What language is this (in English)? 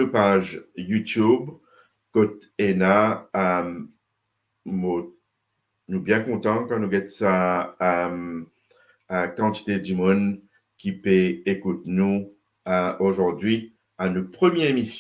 Morisyen